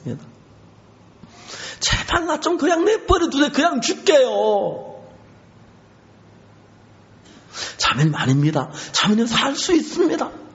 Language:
Korean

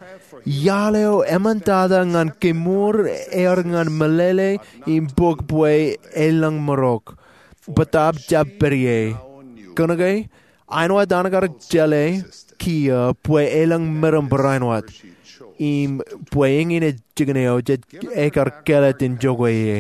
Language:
Marshallese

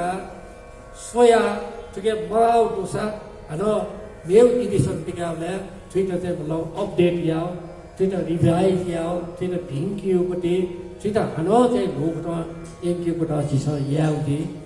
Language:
Newari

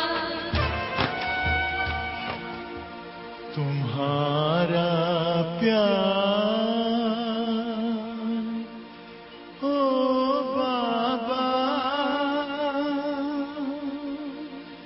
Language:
Hindi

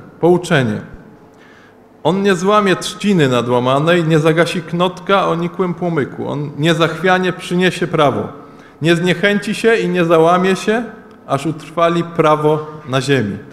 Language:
Polish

